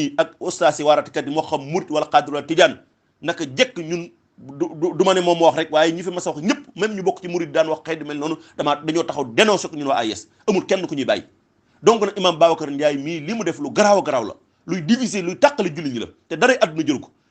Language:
Wolof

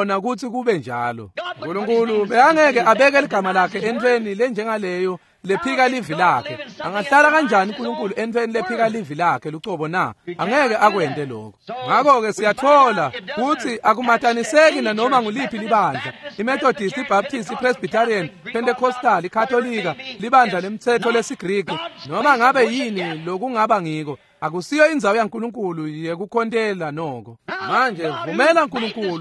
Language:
Swati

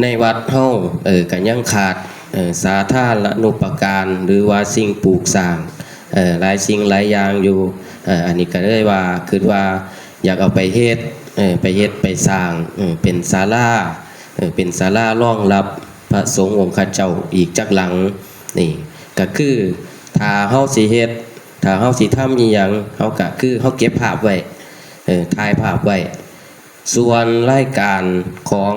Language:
Northeastern Thai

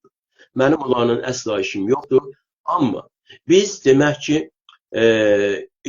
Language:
South Azerbaijani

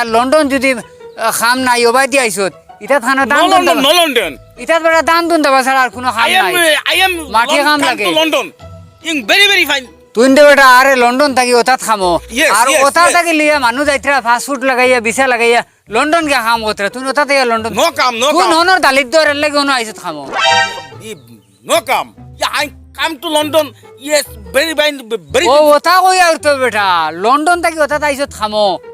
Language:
Sylheti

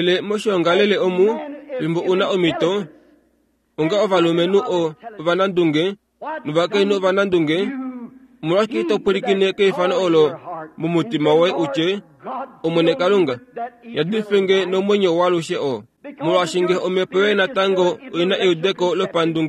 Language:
Kuanyama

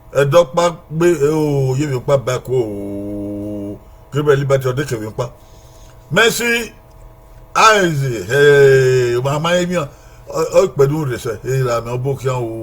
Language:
Bini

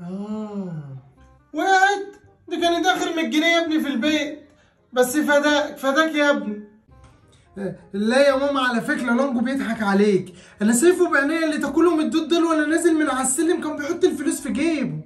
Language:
Egyptian Arabic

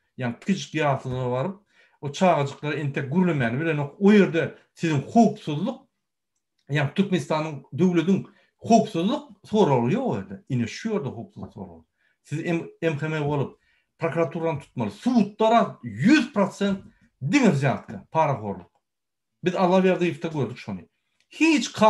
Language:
Turkmen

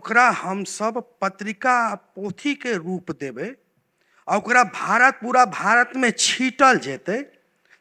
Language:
Maithili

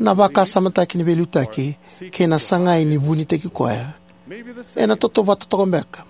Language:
Fijian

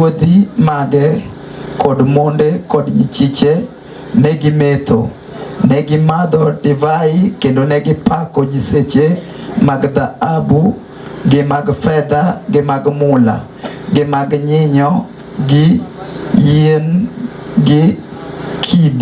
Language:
Luo (Kenya and Tanzania)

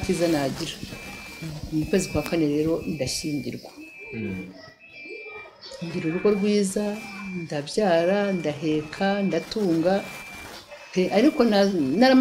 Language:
Kinyarwanda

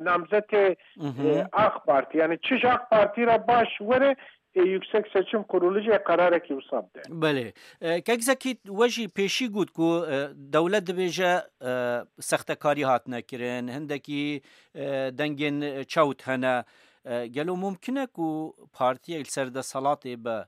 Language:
Kurdish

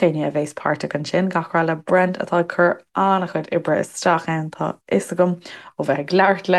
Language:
Irish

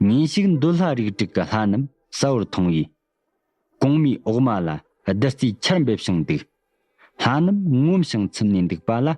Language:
Tibetan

